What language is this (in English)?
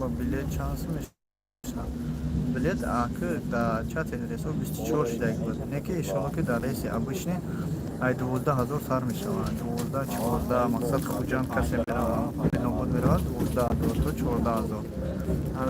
Tajik